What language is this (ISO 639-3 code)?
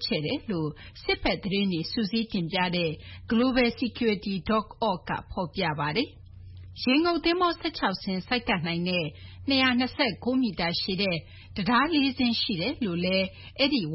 mya